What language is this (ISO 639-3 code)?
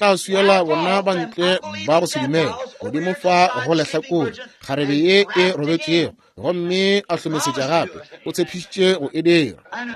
nso